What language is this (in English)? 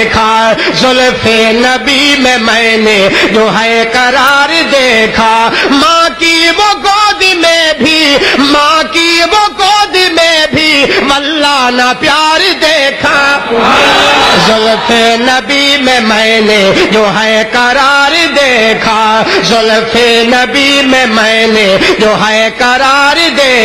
Urdu